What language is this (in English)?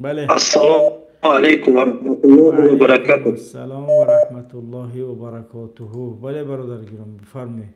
Tajik